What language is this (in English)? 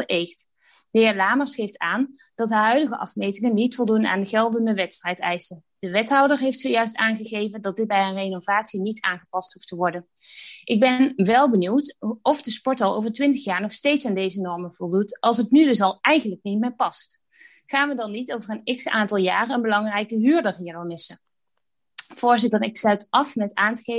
Dutch